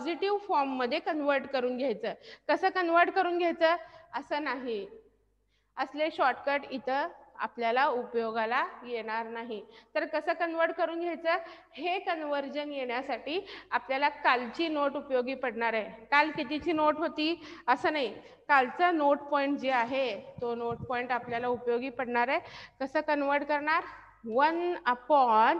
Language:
Marathi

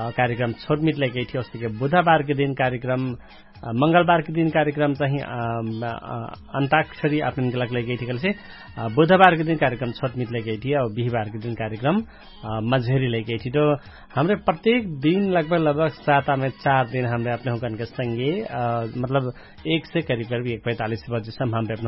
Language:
Dangaura Tharu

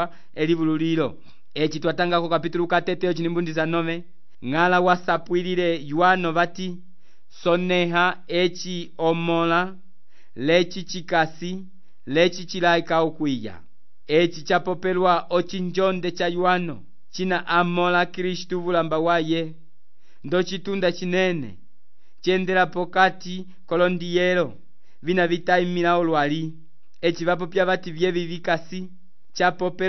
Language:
Umbundu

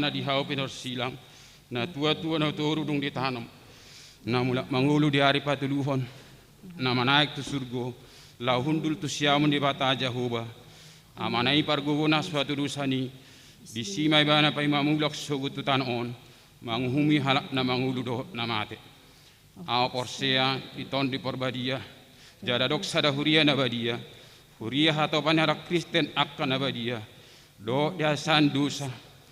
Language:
Batak Toba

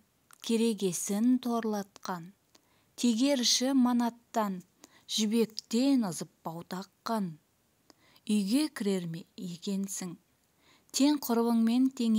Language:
Kazakh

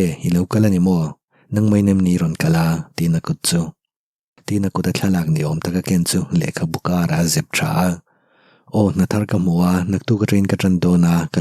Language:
Mizo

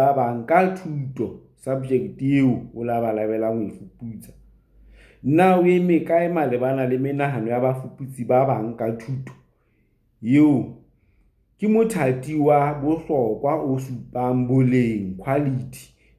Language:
Southern Sotho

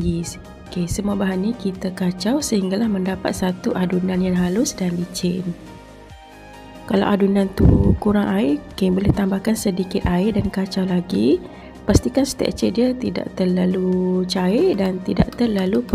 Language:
Malay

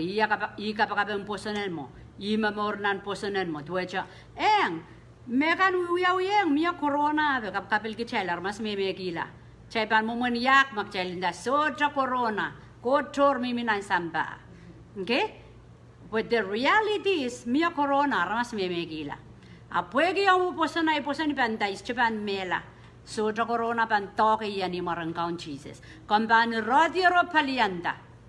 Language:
Pohnpeian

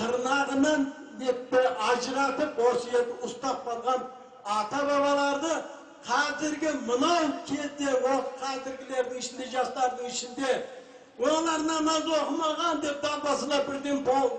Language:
Kazakh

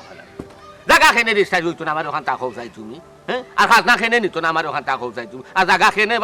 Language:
Sylheti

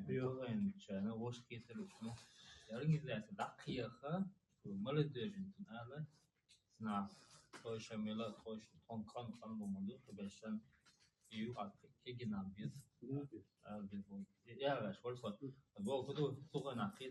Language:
Chechen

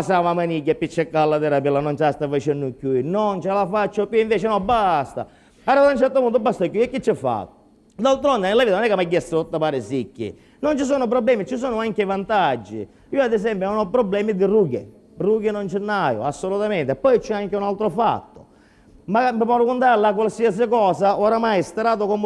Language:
Sicilian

